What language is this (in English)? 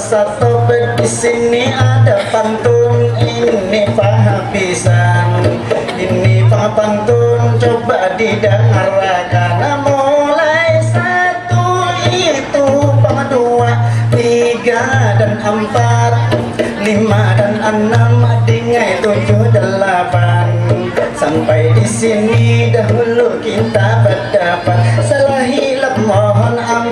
Banjar